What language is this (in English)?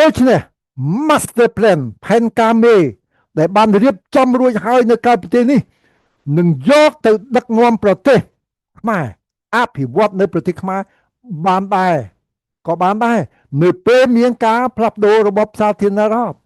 Khmer